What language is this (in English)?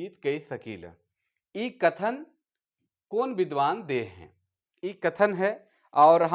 Sadri